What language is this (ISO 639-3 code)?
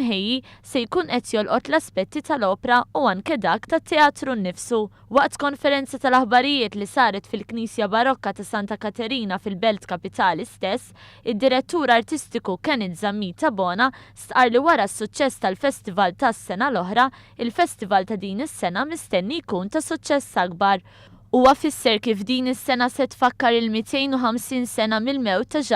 mlt